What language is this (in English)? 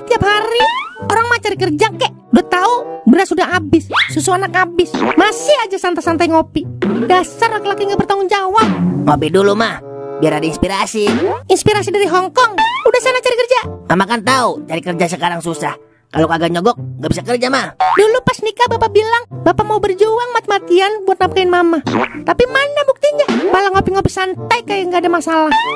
Betawi